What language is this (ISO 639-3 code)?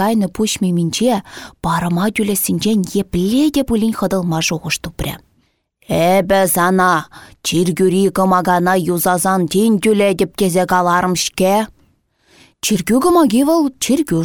chv